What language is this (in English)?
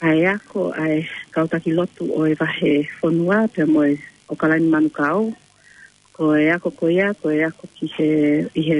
Tongan